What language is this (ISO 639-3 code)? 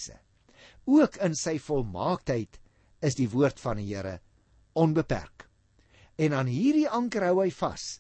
afr